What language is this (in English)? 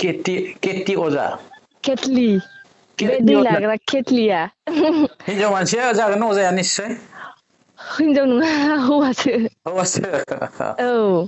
Bodo